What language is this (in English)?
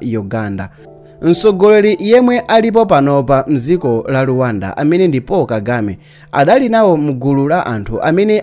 Nyanja